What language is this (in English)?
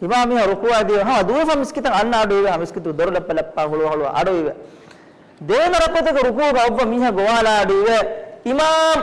Divehi